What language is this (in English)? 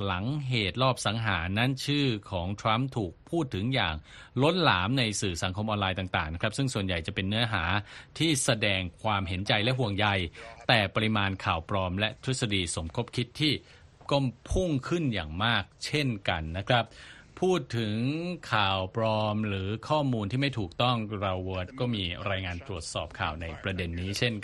Thai